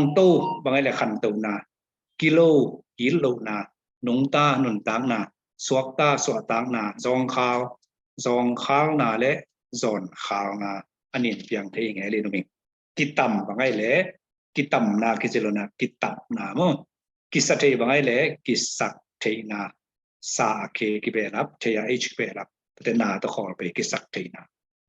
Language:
Tedim Chin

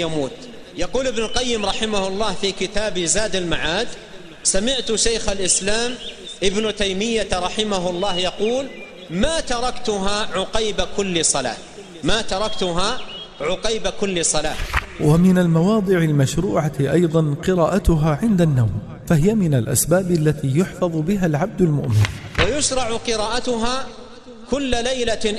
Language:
Arabic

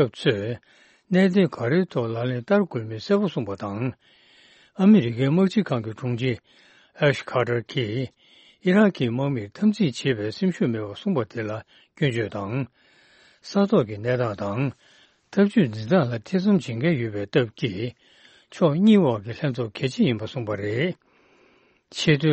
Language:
Tibetan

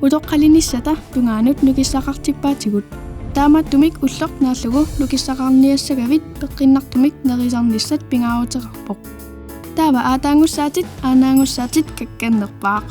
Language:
Kalaallisut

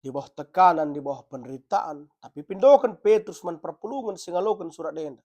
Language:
Batak Karo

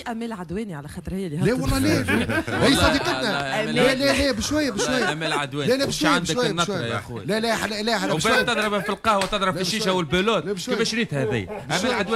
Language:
Tunisian Arabic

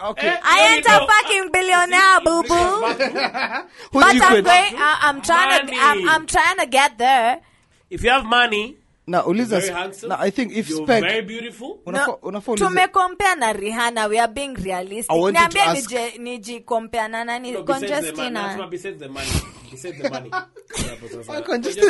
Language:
Swahili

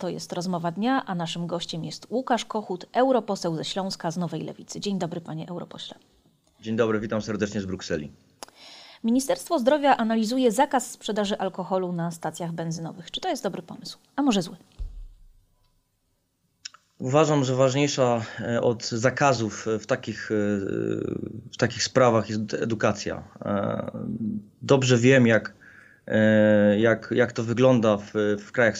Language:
Polish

